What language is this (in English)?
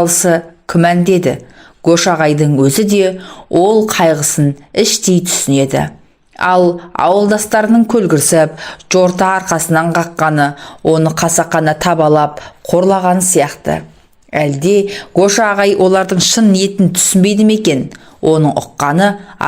Kazakh